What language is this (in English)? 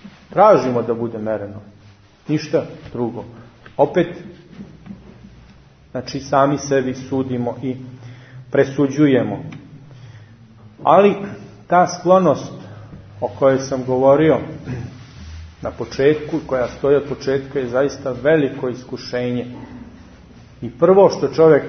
Serbian